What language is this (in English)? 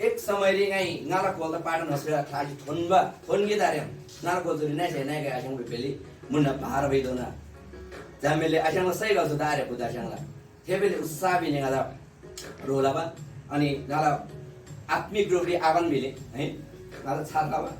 Eastern Tamang